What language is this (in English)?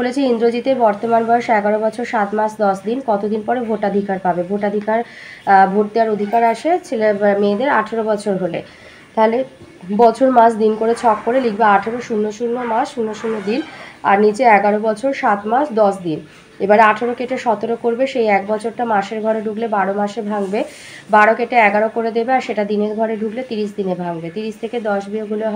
Bangla